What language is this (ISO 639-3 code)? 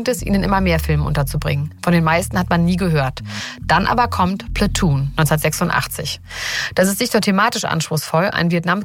deu